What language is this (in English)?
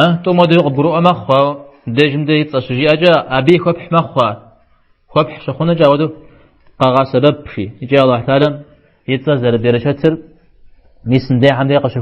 Kabardian